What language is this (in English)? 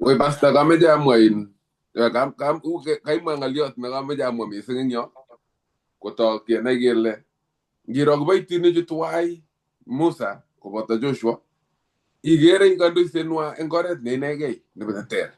Kalenjin